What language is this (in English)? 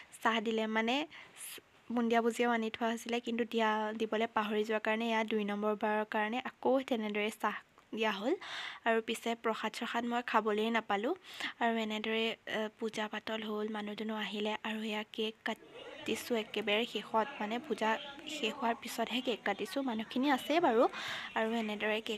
Assamese